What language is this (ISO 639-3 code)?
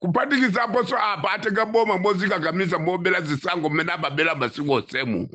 nya